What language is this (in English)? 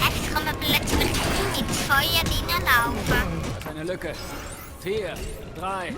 Swiss German